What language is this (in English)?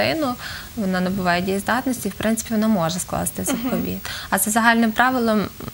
Ukrainian